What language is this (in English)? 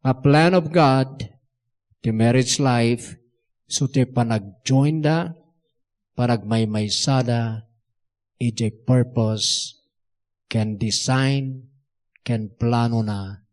Iloko